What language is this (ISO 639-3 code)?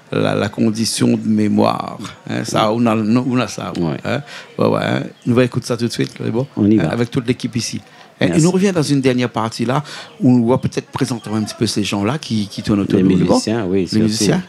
rcf